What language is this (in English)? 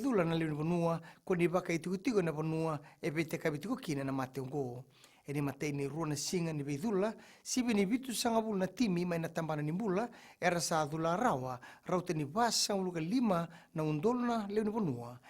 Fijian